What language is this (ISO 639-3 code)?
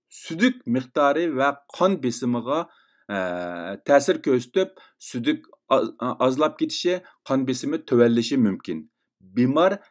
uig